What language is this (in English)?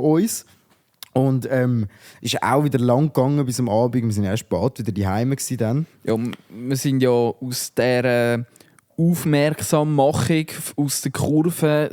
Swiss German